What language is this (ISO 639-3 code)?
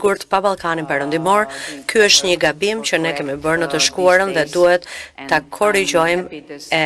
sqi